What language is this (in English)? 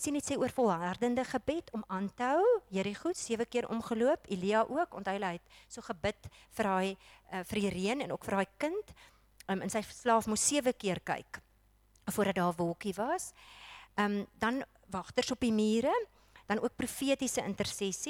Afrikaans